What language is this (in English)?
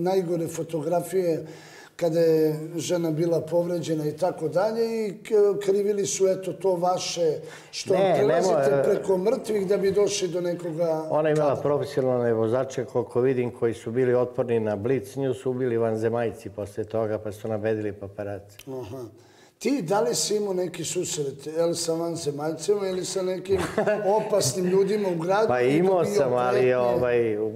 Serbian